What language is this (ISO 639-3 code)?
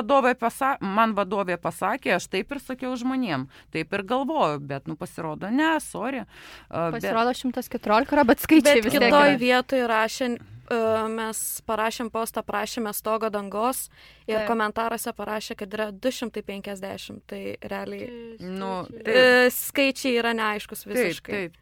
lit